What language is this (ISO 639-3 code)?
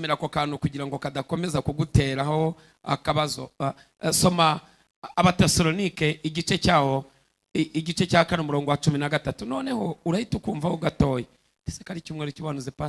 kin